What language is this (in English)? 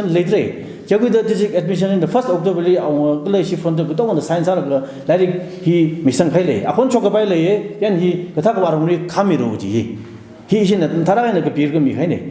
Tangkhul Naga (India)